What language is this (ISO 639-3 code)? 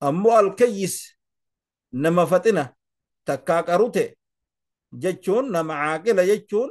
orm